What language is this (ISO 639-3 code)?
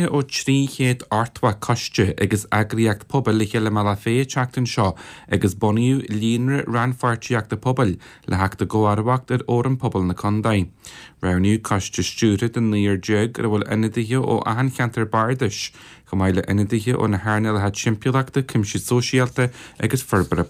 gle